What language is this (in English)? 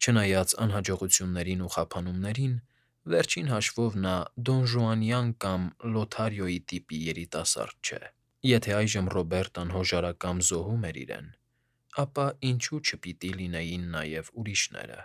Armenian